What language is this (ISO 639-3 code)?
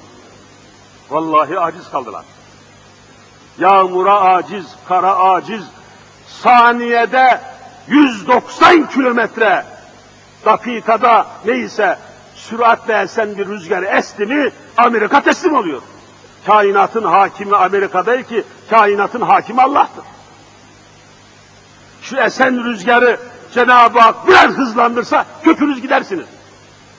tur